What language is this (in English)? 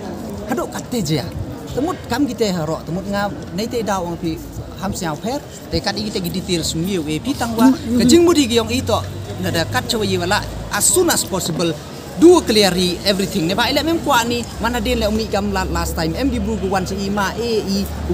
Pnar